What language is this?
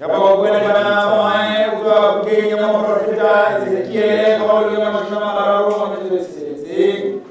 Southern Sotho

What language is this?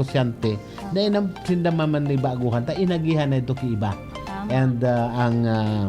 Bikol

